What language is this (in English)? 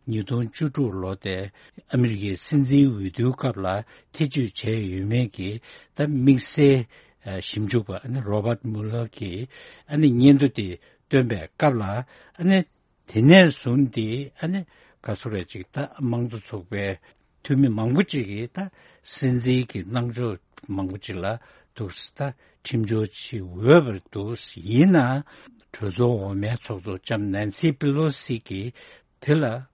Tibetan